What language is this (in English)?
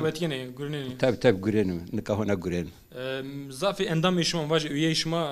Zaza